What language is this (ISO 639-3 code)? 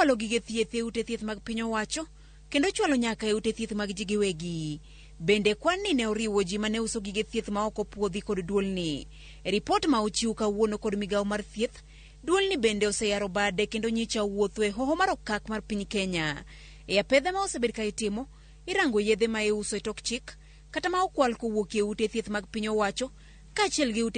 luo